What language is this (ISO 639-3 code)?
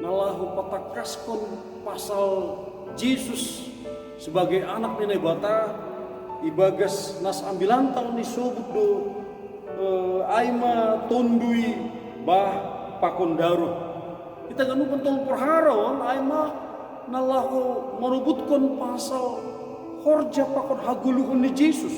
bts